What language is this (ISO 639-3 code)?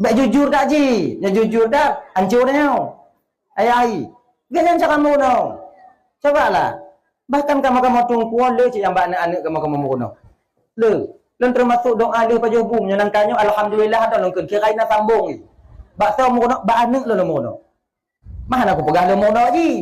ace